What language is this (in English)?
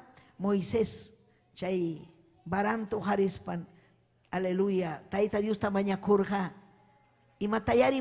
Ayacucho Quechua